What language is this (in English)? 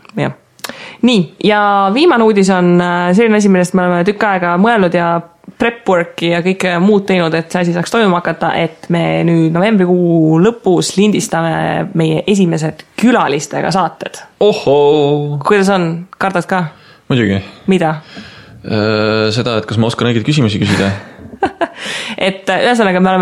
Estonian